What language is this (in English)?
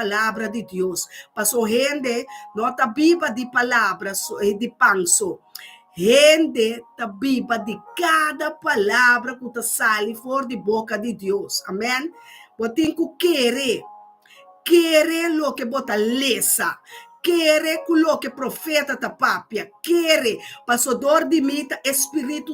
Papiamento